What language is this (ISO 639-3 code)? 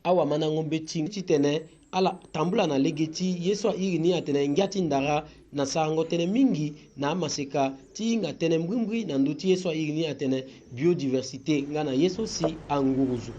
sag